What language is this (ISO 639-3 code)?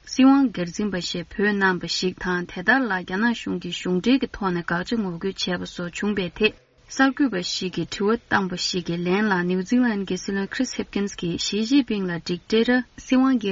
bod